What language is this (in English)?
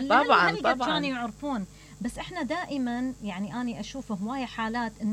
Mesopotamian Arabic